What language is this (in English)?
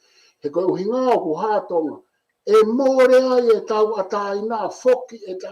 Tongan